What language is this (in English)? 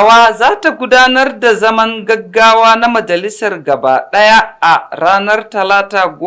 Hausa